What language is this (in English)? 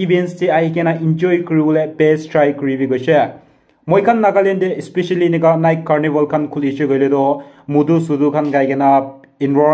Naga Pidgin